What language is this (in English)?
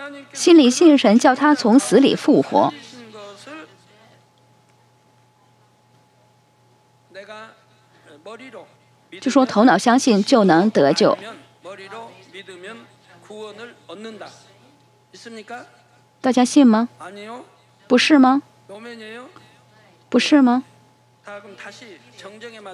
Chinese